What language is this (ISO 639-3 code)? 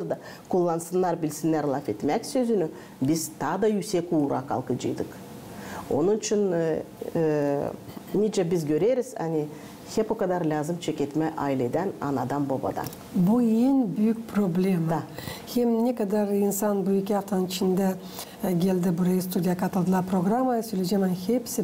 gag